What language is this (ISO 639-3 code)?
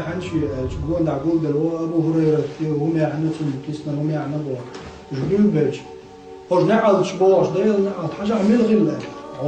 che